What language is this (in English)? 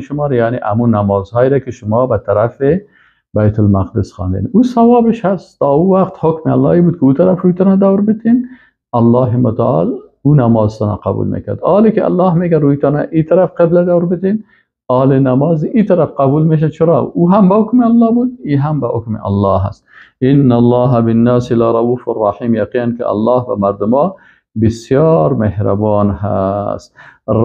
Persian